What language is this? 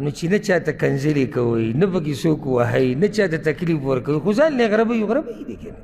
Pashto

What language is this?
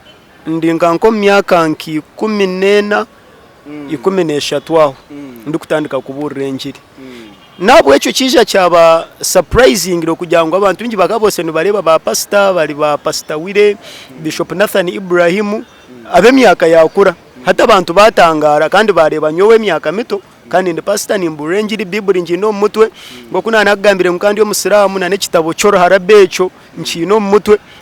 Nyankole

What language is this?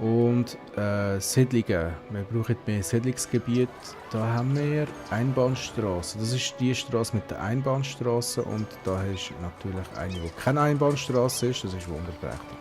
Swiss German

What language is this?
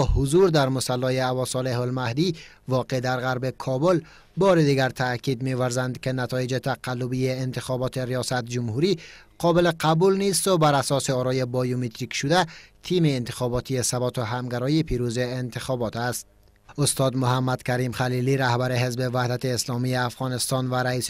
Persian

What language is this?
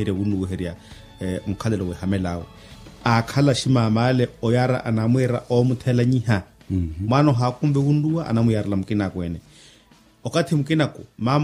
Makhuwa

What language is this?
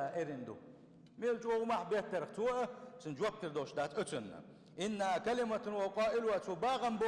Chechen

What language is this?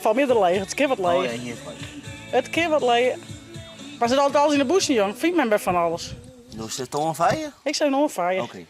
Western Frisian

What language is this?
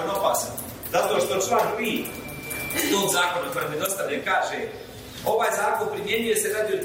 Bosnian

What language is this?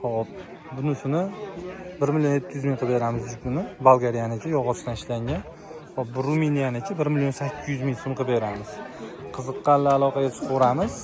Uzbek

